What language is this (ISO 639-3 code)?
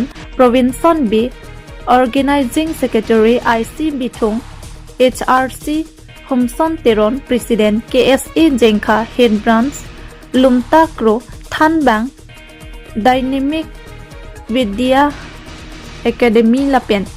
mjw